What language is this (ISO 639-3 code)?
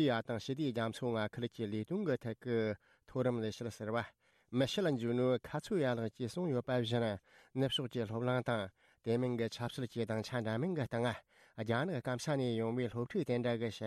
bod